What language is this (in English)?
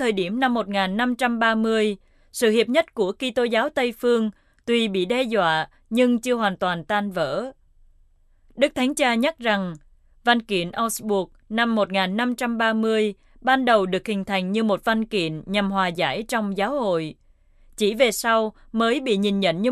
Vietnamese